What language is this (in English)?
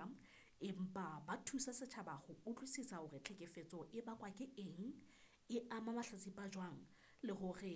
Southern Sotho